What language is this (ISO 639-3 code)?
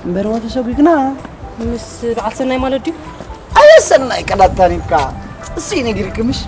tir